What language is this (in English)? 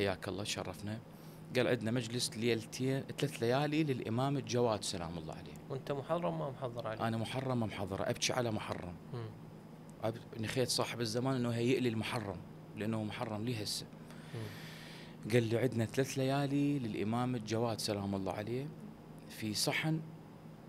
Mesopotamian Arabic